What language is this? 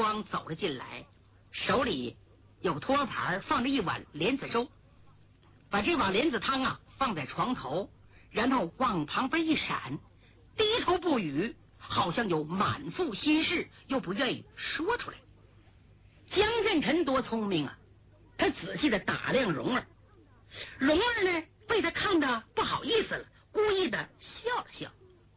Chinese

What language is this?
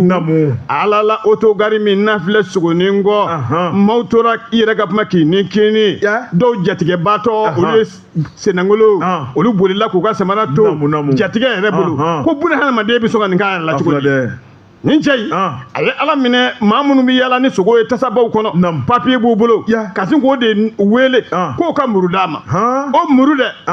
Bambara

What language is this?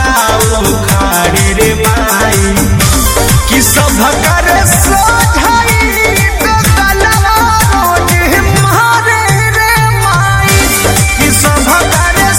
Bhojpuri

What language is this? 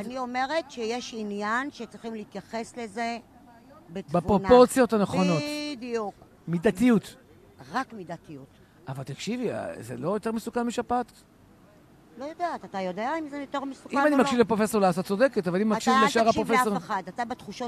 Hebrew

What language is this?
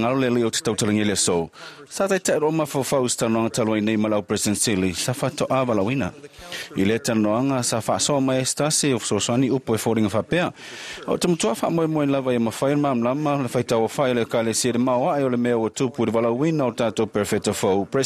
Samoan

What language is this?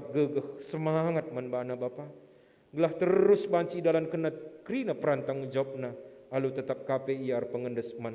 Batak Karo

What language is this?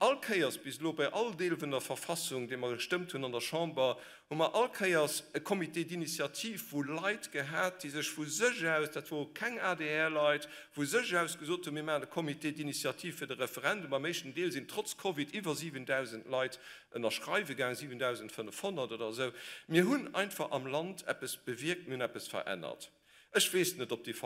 Luxembourgish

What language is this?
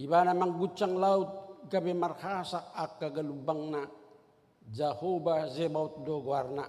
Batak Toba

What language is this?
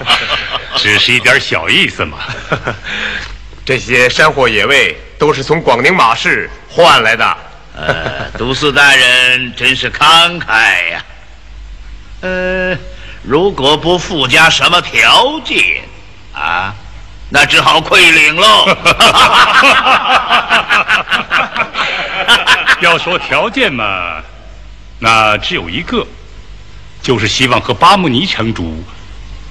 Chinese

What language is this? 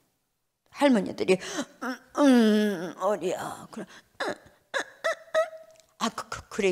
Korean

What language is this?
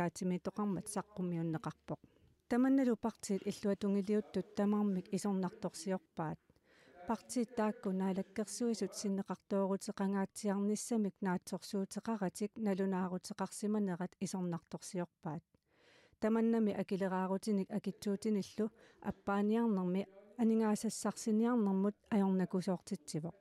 Kalaallisut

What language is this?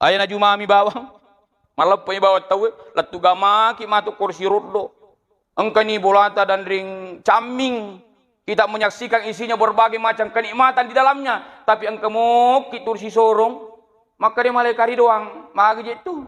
Buginese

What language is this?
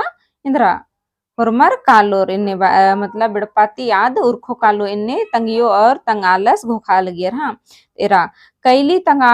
Kurukh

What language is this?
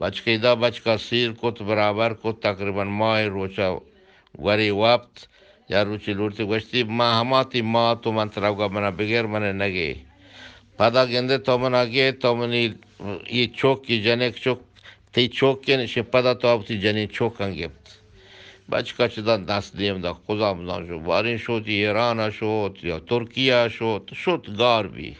Eastern Balochi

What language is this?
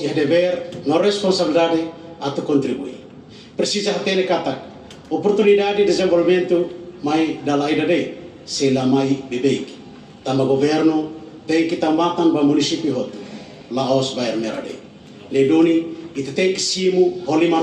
Tetum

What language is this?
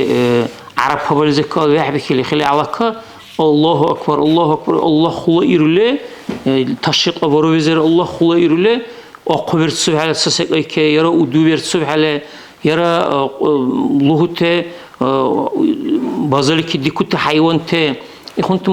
Dargwa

